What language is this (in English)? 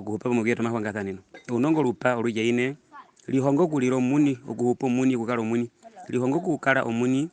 Herero